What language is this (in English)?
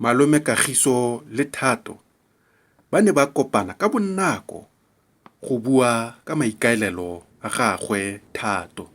Tswana